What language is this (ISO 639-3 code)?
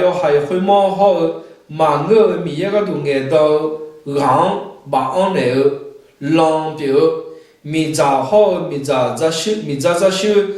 ahk